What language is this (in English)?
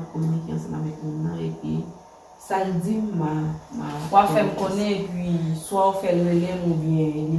Haitian Creole